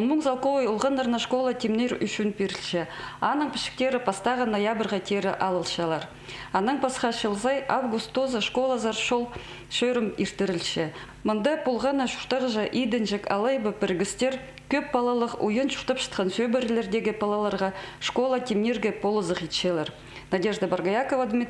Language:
Khakas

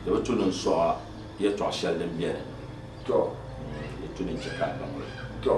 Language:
Dagbani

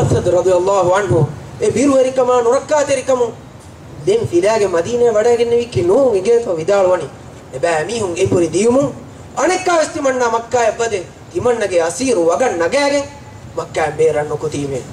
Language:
Divehi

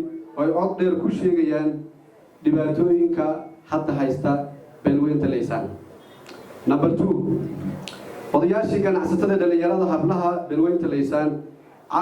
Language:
Somali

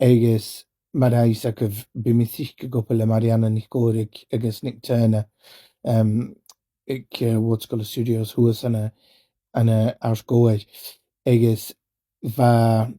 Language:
Scottish Gaelic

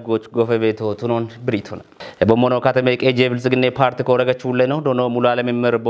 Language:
Kafa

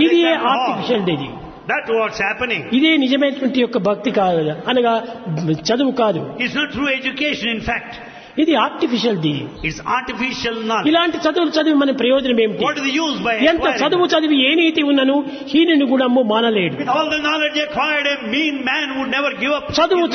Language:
Telugu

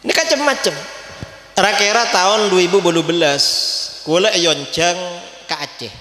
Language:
Madurese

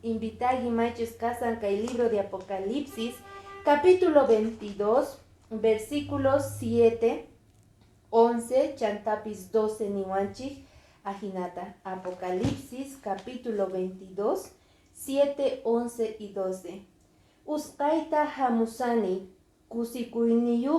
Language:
Quechua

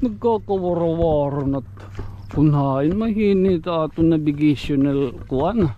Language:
Waray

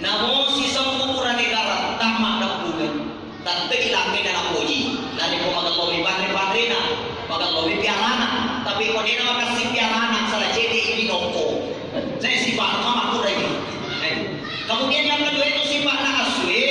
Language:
Buginese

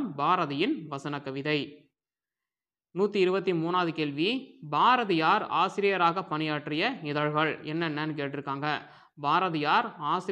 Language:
Tamil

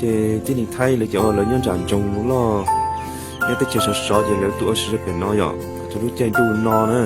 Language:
Hmong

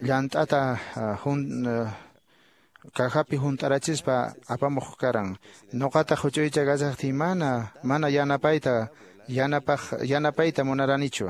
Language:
Quechua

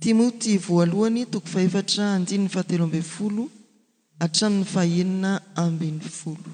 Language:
Malagasy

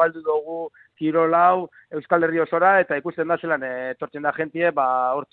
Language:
Basque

